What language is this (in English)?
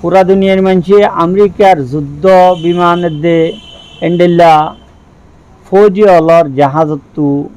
Rohingya